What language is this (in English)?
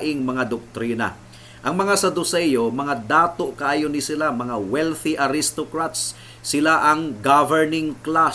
Cebuano